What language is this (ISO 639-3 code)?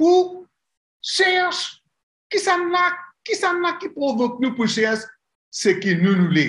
mfe